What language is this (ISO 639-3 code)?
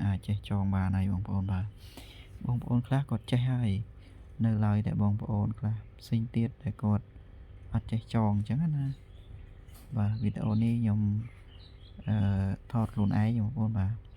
khm